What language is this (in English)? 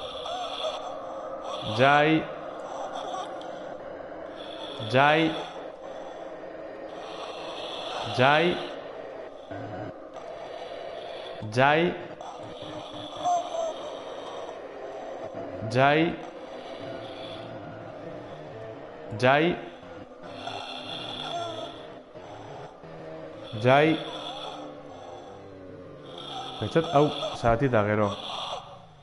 Basque